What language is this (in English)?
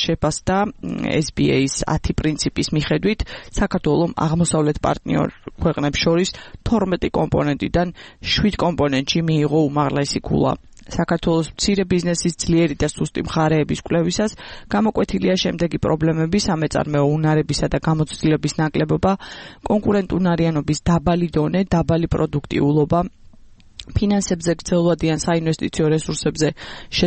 Georgian